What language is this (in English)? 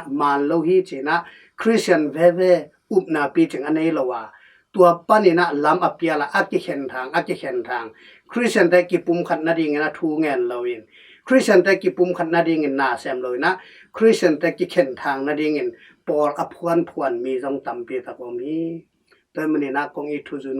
Tedim Chin